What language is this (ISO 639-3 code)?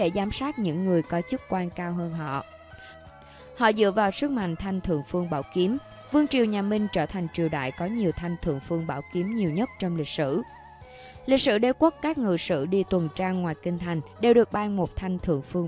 vie